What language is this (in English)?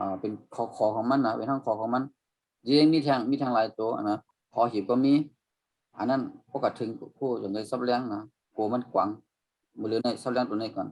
Shan